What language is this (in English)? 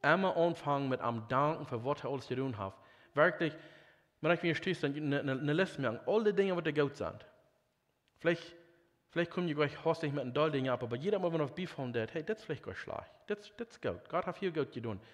Plautdietsch